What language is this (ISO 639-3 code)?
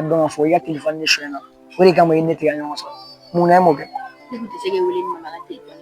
bam